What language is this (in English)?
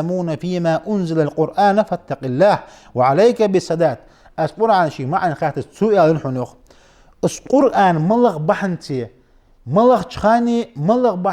Ingush